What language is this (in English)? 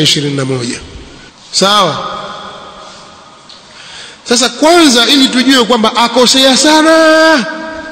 Swahili